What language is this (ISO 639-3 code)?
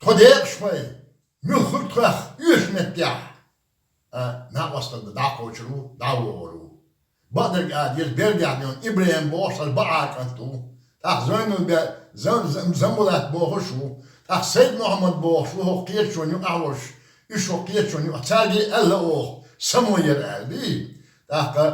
che